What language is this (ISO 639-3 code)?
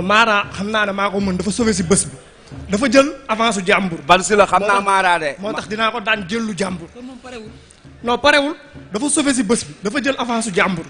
wol